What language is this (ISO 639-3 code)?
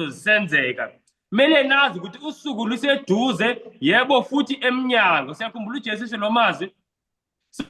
zul